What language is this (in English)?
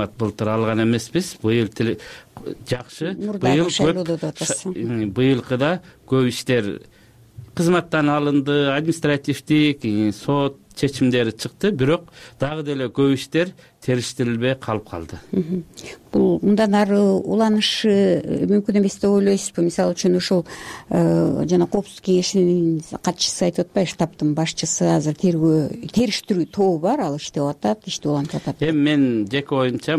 Kyrgyz